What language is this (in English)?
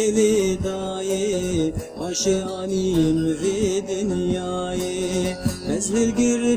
Kurdish